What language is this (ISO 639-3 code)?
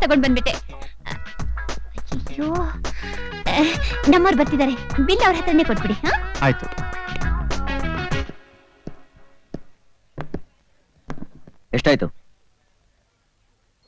kan